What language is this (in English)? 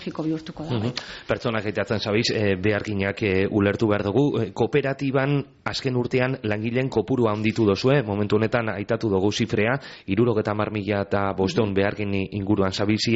Basque